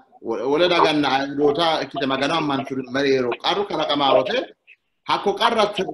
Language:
Sidamo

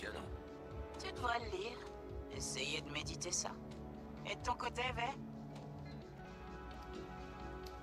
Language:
French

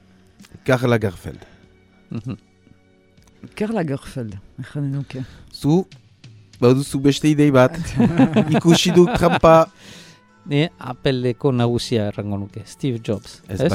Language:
Basque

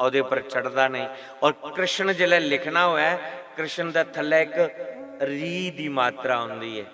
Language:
Dogri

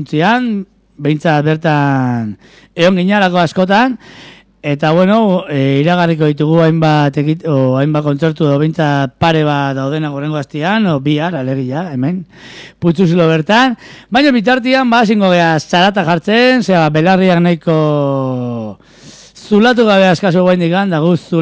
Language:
Basque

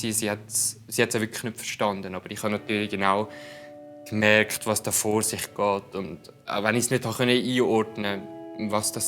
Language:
Swiss German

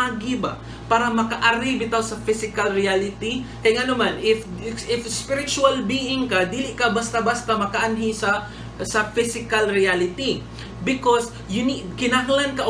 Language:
Cebuano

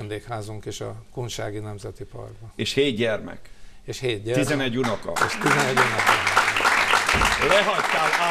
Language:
Hungarian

